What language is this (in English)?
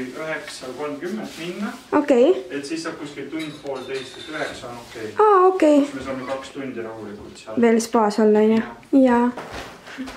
Estonian